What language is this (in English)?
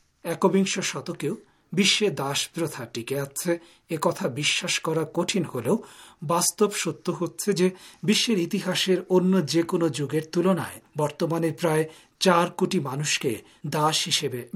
Bangla